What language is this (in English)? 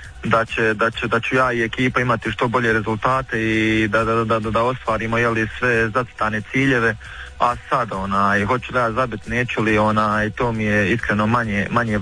Croatian